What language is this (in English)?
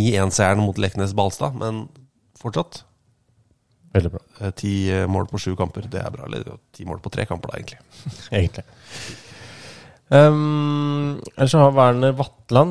Norwegian